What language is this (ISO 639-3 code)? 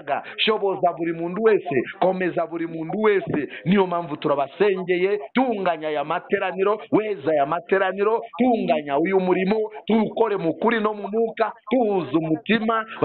kin